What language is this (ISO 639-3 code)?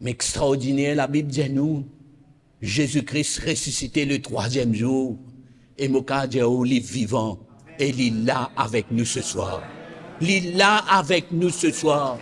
mfe